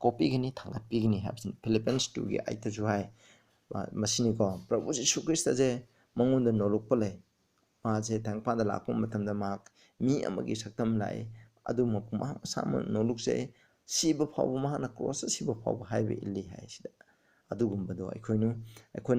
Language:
Manipuri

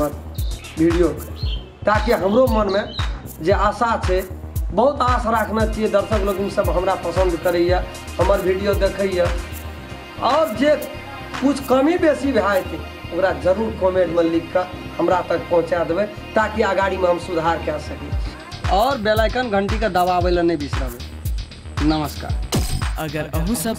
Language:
Maithili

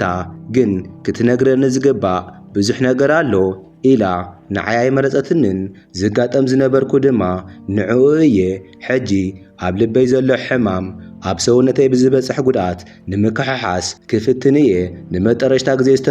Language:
Tigrinya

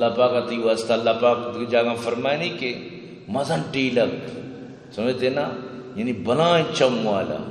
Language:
Eastern Balochi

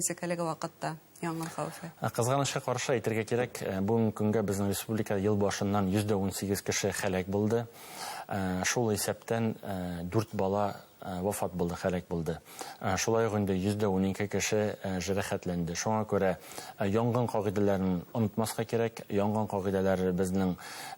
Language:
Bashkir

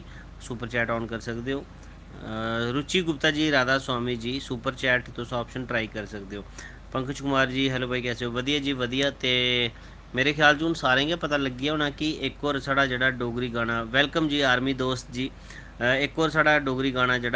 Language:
Dogri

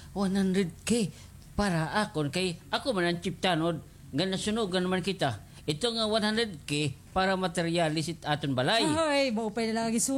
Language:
Waray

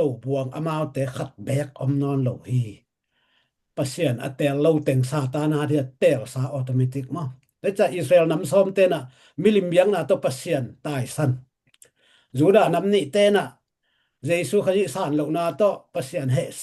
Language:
Tedim Chin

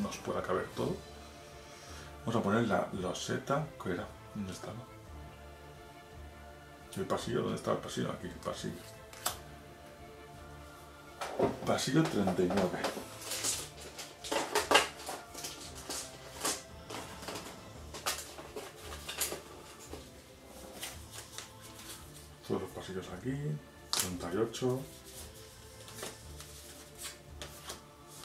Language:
Spanish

